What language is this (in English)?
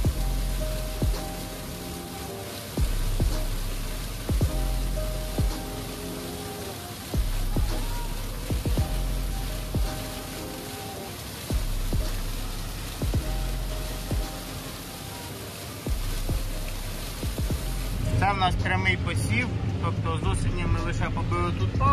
Ukrainian